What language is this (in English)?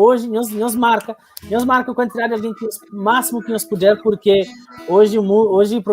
Kabuverdianu